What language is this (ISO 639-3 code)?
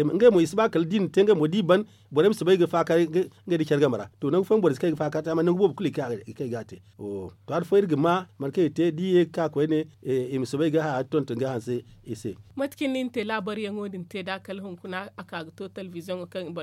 dje